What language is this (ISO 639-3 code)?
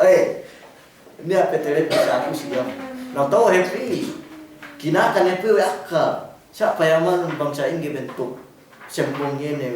yka